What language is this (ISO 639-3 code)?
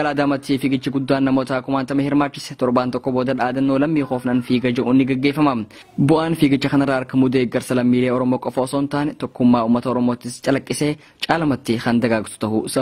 orm